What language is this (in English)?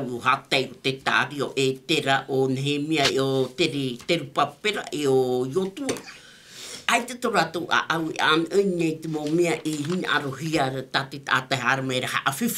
Tahitian